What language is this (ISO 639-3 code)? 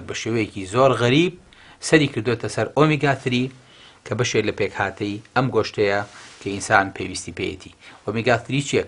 ckb